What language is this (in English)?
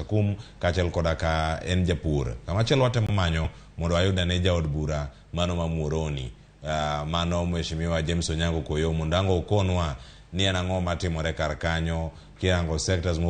Luo (Kenya and Tanzania)